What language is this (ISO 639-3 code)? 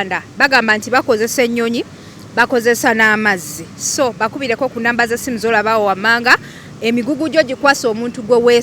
lug